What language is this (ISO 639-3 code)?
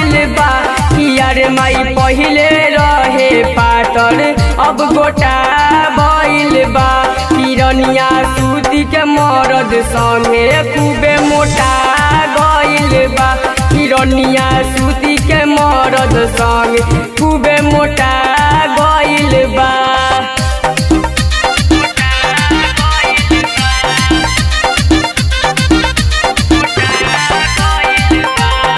bho